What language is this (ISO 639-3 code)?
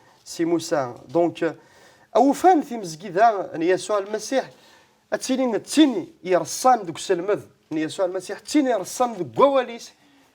kab